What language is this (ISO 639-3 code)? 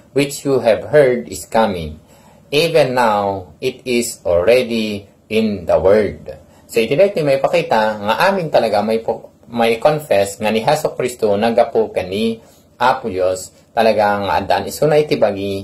ilo